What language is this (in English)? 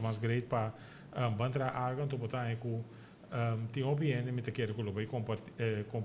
Papiamento